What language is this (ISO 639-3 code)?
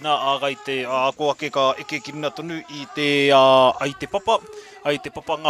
mri